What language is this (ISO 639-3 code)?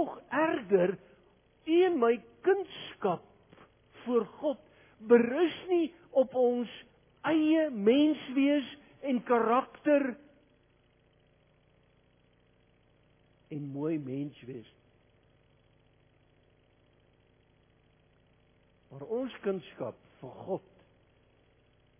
afr